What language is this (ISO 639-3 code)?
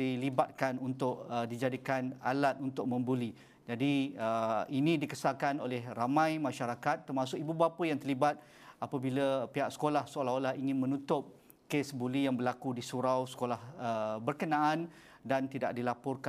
msa